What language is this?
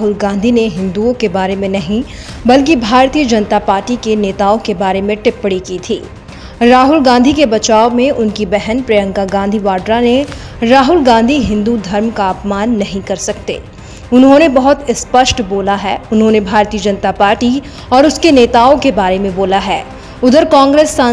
Hindi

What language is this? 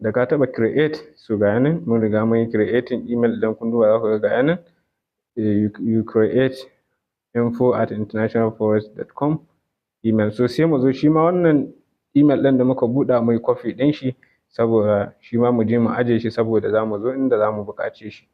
Hausa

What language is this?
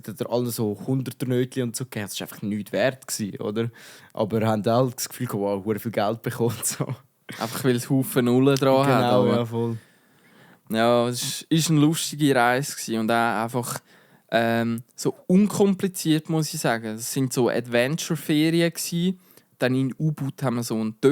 Swiss German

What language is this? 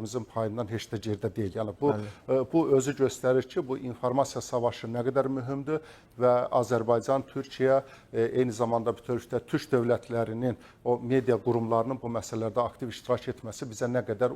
Azerbaijani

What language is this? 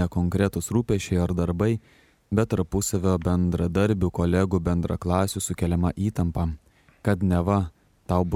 Lithuanian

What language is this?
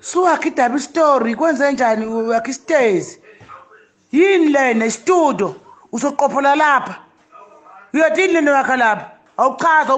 Zulu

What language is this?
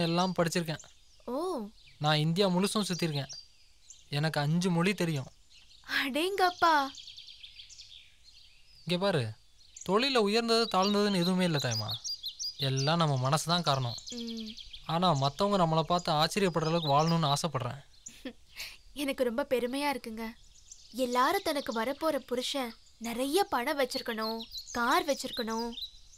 Tamil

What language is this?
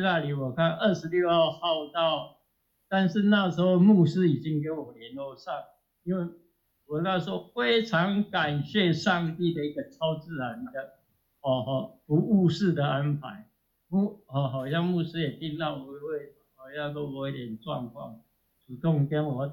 Chinese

